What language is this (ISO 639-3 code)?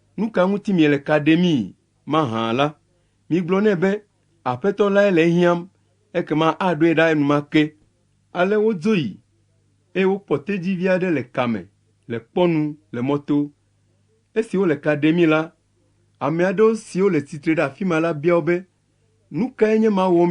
ewe